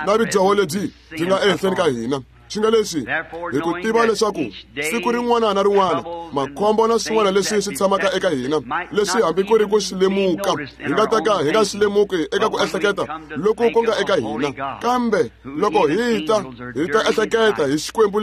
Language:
Tsonga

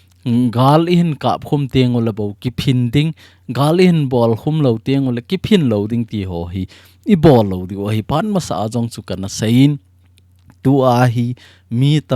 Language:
Thado Chin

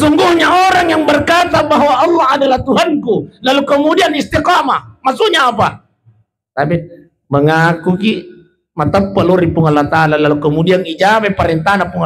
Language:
Buginese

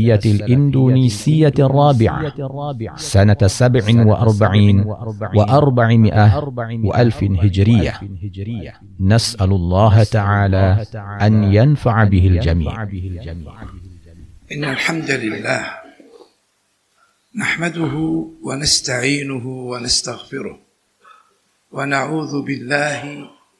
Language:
Arabic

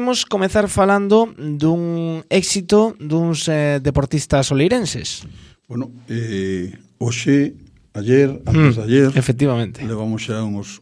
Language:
Galician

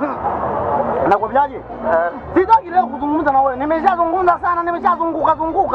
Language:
Swahili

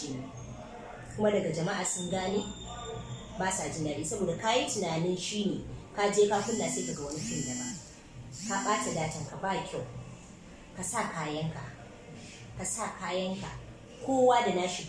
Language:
Hausa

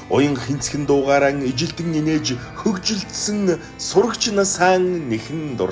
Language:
Mongolian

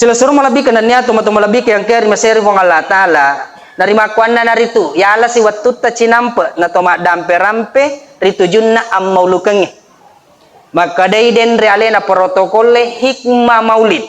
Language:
Buginese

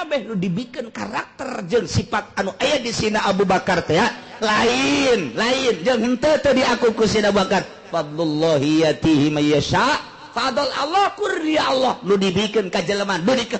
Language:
Sundanese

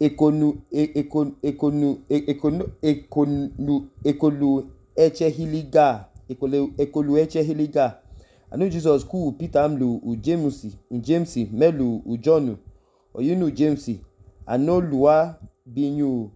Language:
Idoma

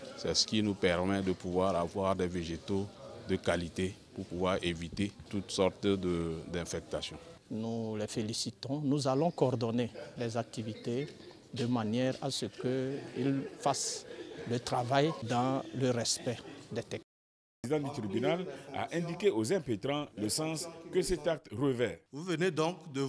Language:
French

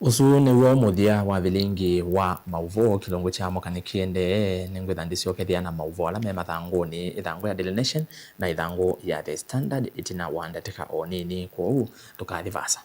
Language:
Kamba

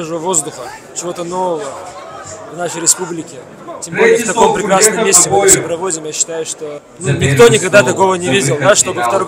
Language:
Russian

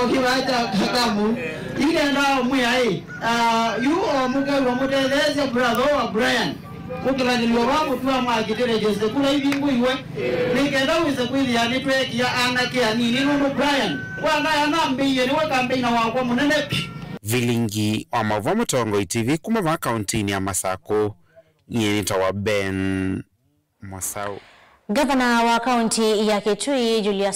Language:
Kamba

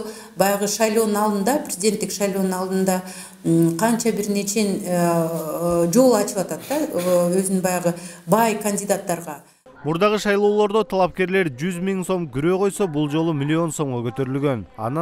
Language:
Kyrgyz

